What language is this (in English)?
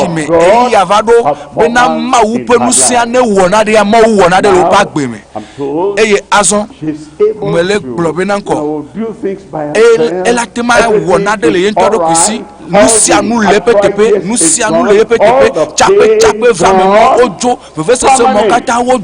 Ewe